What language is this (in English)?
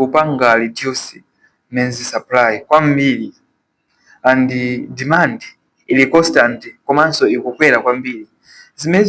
Nyanja